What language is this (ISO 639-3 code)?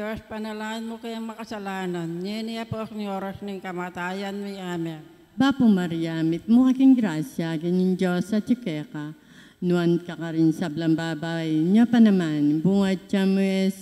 pam